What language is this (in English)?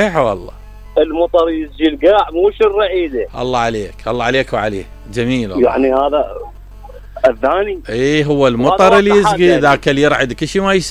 Mesopotamian Arabic